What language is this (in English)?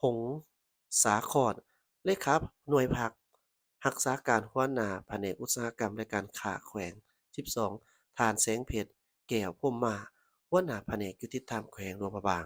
Lao